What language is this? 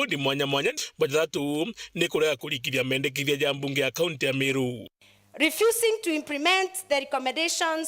Meru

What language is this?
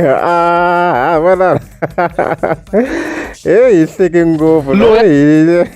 Tsonga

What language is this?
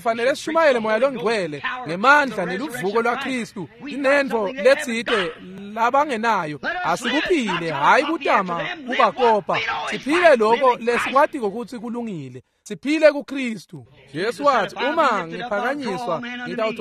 Swati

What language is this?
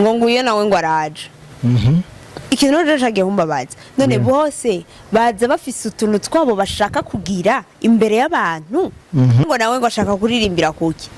Rundi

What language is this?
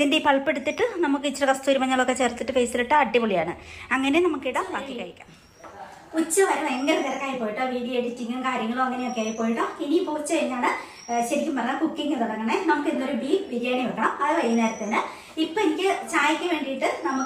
Malayalam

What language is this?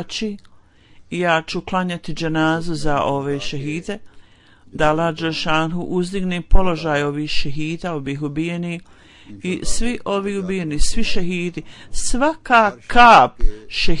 Croatian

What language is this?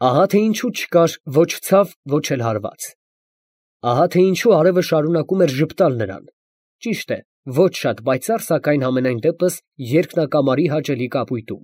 Armenian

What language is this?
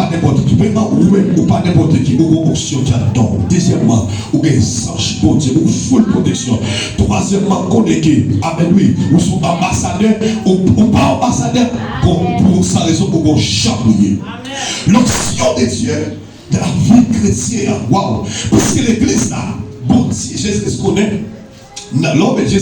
Haitian Creole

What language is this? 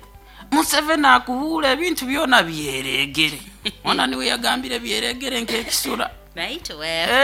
Nyoro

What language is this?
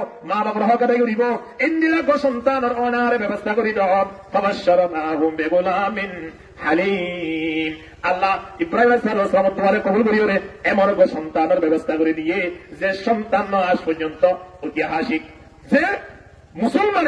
Rohingya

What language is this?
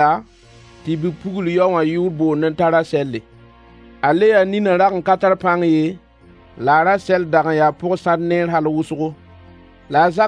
Mossi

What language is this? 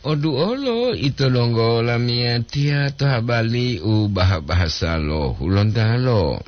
Gorontalo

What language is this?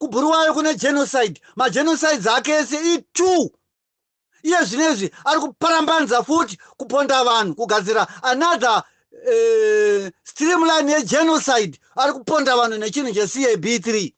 Shona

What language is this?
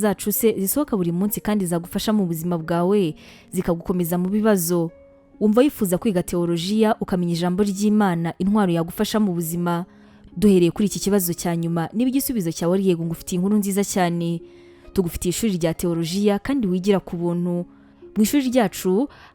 Kinyarwanda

